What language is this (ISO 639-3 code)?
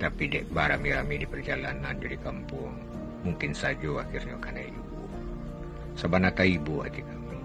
min